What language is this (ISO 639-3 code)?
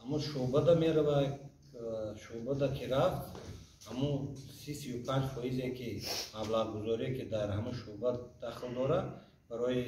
tgk